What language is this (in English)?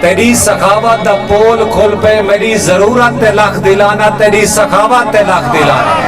Saraiki